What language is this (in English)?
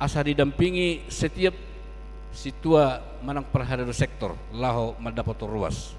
Batak Toba